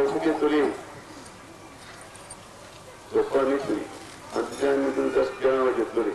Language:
Punjabi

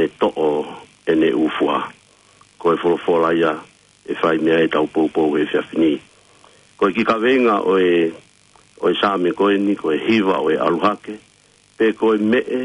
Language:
Tongan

